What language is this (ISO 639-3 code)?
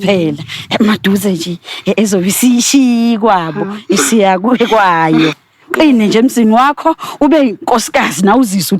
zul